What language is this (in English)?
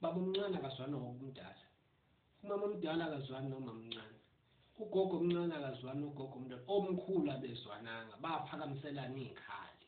Zulu